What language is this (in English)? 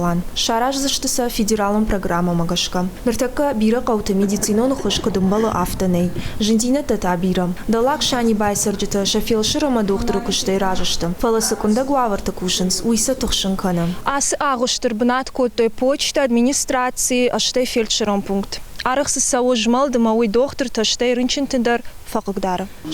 Ossetic